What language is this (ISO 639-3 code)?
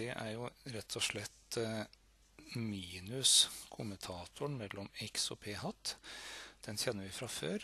nor